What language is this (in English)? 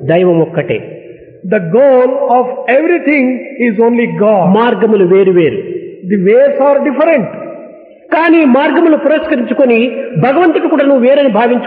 Telugu